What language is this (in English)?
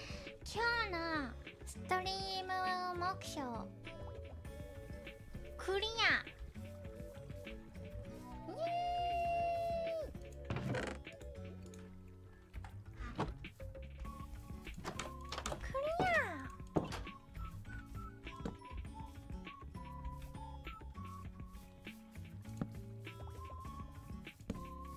Japanese